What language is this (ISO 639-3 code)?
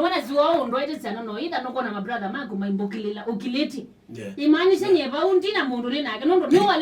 kam